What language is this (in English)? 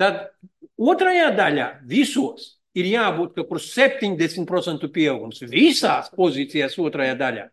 Latvian